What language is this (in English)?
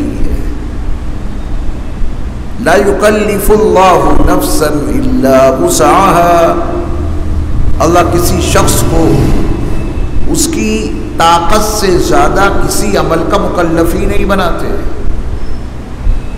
Urdu